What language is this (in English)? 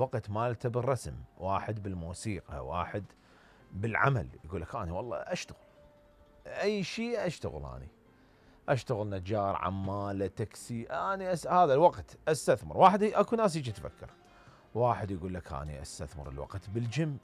Mesopotamian Arabic